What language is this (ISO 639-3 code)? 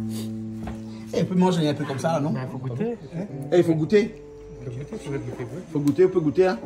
rcf